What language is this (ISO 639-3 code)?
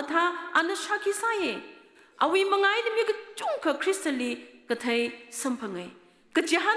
nmf